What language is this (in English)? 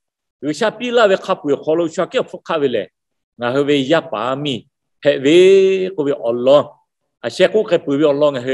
Lahu